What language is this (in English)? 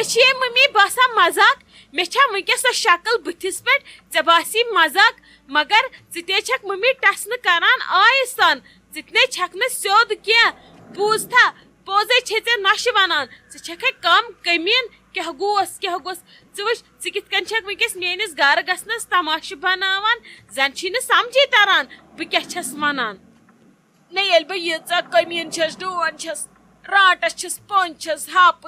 Kashmiri